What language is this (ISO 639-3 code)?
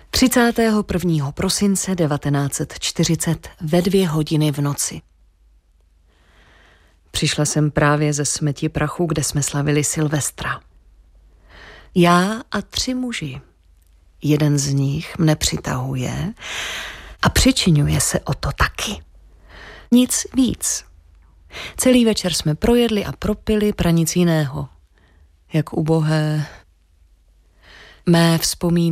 ces